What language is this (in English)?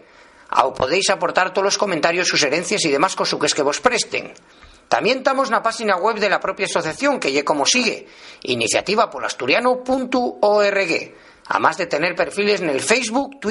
Asturian